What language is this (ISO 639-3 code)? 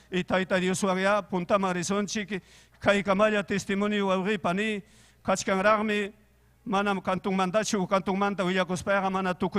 quy